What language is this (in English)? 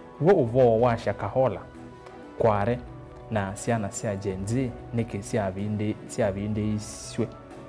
Kamba